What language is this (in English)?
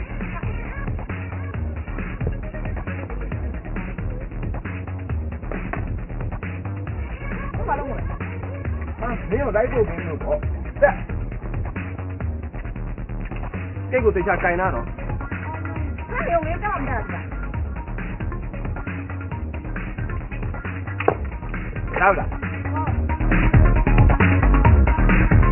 Burmese